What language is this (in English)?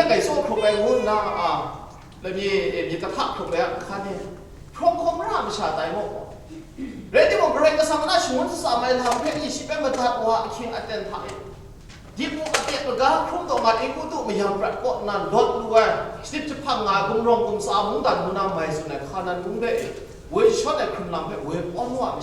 Kachin